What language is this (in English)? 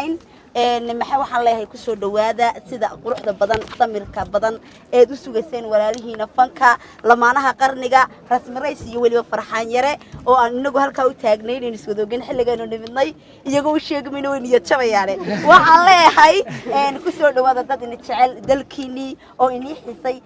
Somali